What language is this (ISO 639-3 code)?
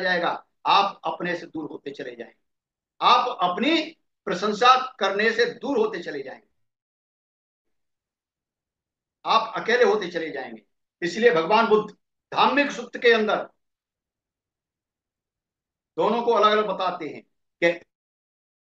hin